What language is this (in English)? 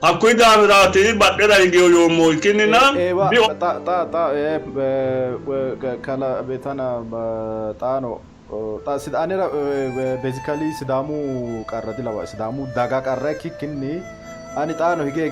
Sidamo